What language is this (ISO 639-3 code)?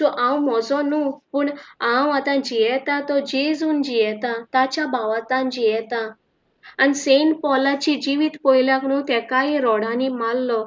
kok